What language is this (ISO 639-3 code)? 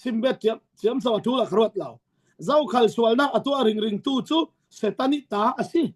cfm